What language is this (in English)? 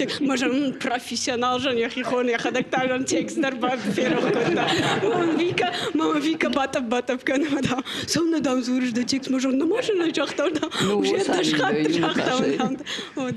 Ossetic